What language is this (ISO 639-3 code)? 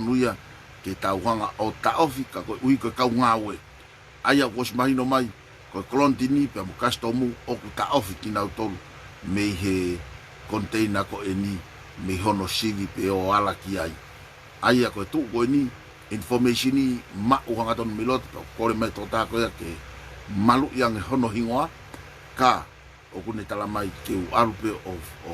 ton